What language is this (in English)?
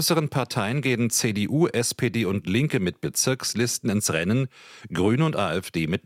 German